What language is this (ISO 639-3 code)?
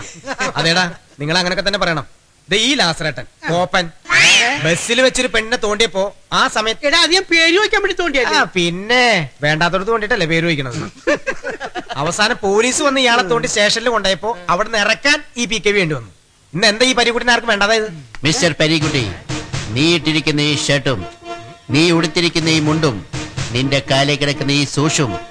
mal